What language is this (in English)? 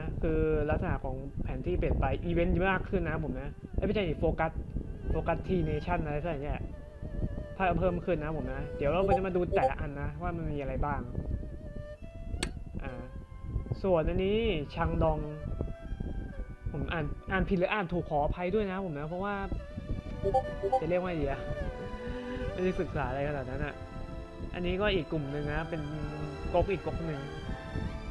Thai